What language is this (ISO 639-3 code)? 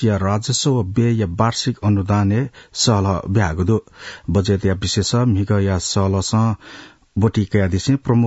new